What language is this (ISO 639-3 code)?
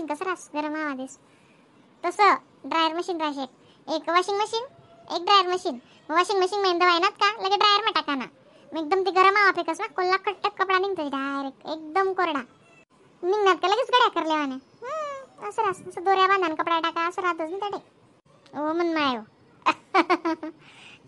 khn